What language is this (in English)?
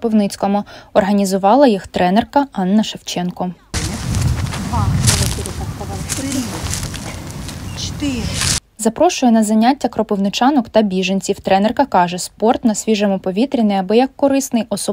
Ukrainian